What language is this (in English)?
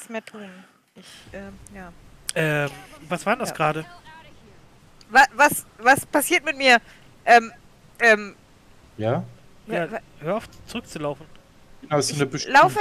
German